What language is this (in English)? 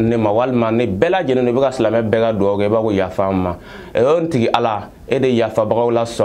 Bambara